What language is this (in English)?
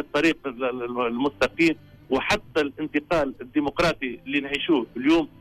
Tunisian Arabic